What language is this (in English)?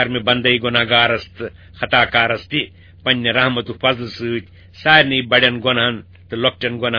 Kashmiri